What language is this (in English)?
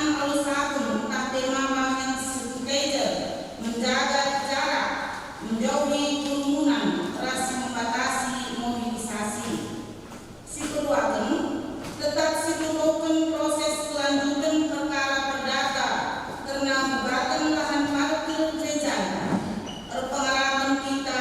Batak Karo